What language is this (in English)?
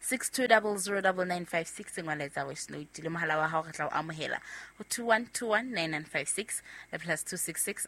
Southern Sotho